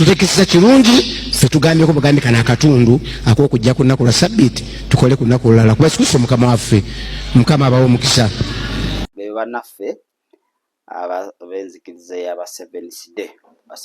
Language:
Ganda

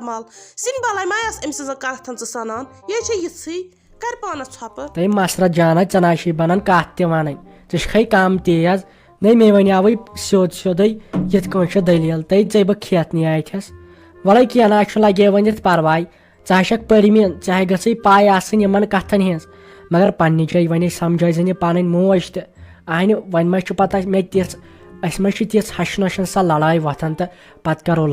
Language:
Kashmiri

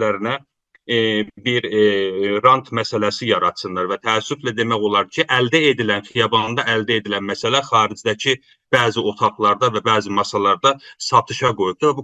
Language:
South Azerbaijani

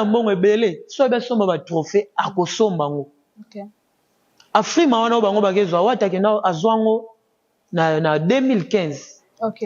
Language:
Lingala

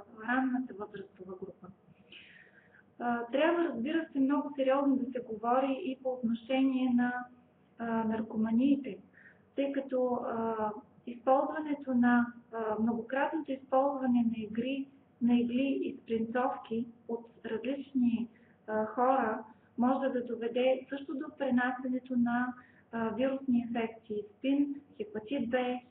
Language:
Bulgarian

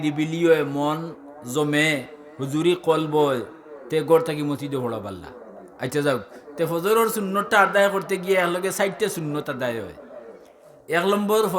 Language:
Sylheti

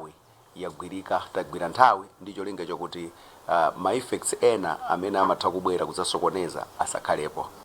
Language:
Nyanja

